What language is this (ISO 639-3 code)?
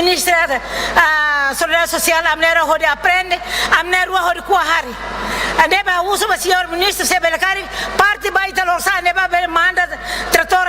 tet